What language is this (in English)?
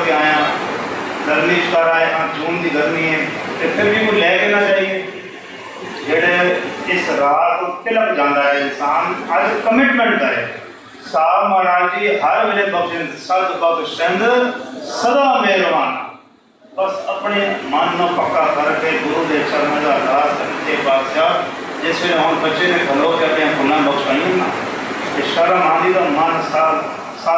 Punjabi